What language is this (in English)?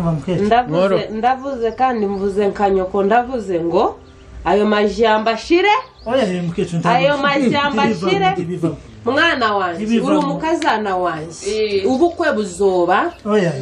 Kinyarwanda